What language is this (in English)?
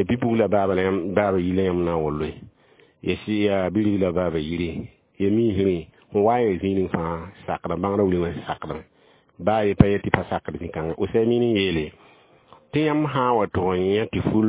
Mossi